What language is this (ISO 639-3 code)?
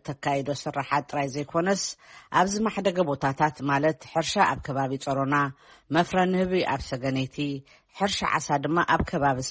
tir